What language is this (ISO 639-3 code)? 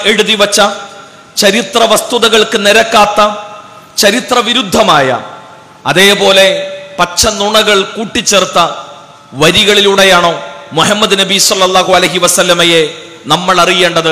mal